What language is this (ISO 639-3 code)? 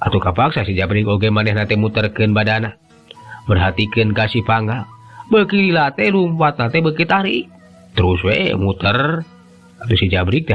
sun